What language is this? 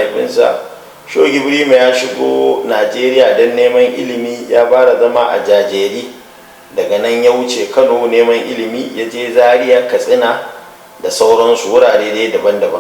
Hausa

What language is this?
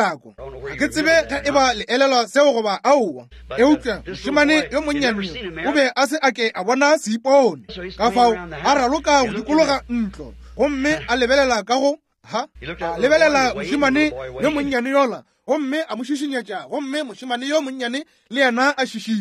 Northern Sotho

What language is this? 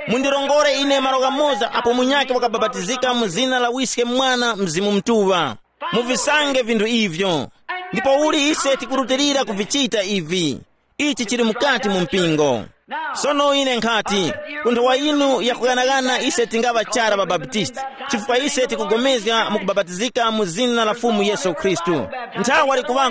Tumbuka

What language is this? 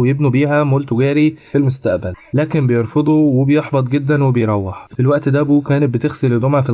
Egyptian Arabic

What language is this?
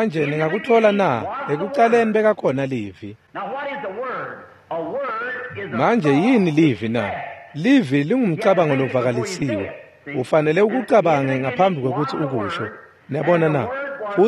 Swati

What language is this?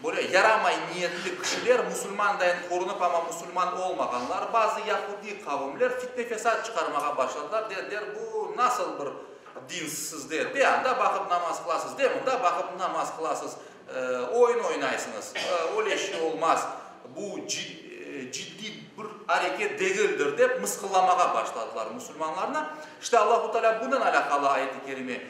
Crimean Tatar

